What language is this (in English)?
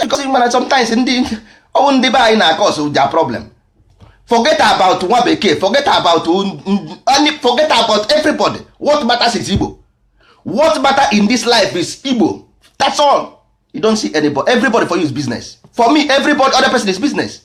Igbo